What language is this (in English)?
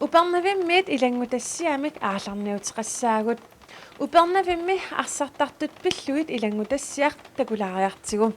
Kalaallisut